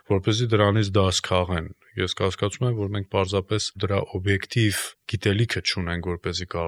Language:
Armenian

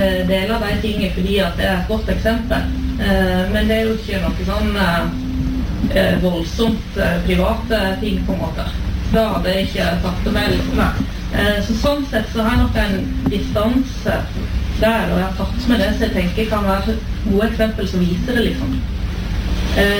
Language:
Norwegian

